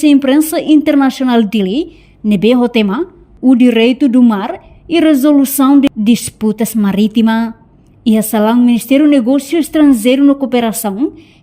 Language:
Tetum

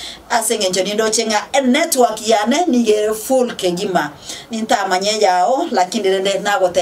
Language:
Gusii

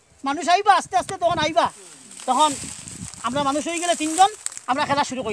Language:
Sylheti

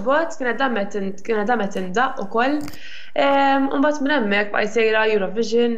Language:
Maltese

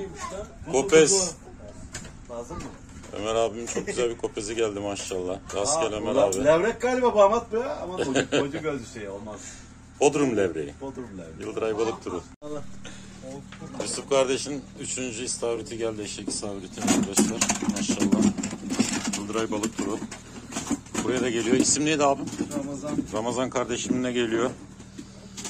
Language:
Turkish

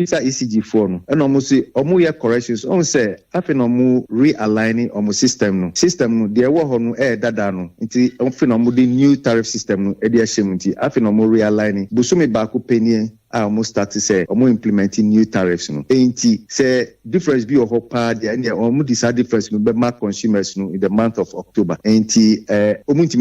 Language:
Akan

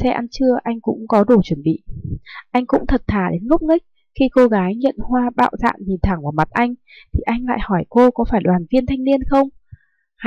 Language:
Vietnamese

